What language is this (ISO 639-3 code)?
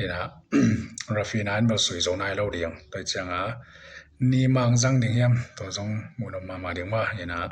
ctd